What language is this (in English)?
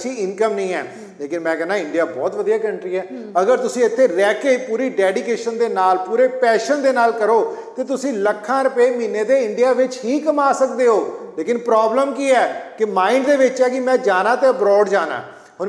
Punjabi